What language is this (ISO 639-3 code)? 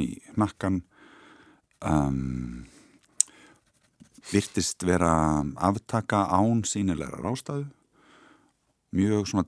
isl